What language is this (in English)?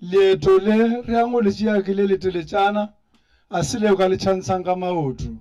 Northern Sotho